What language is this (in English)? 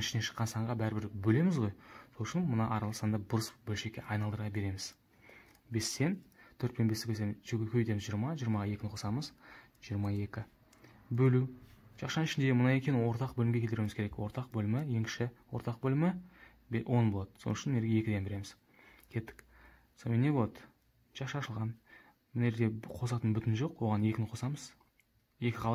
Kazakh